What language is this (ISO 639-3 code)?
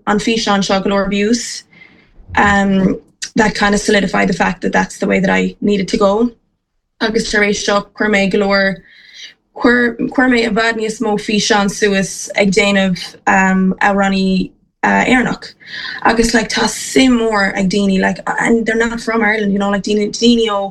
gle